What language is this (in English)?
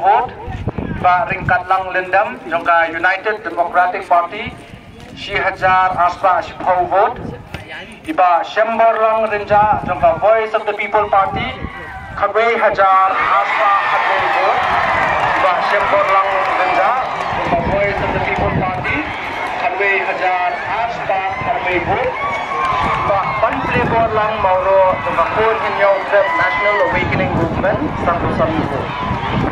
Khasi